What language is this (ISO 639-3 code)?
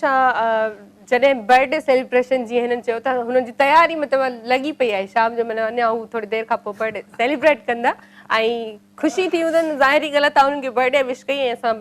snd